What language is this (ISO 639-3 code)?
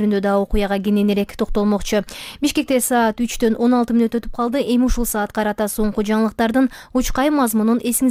kir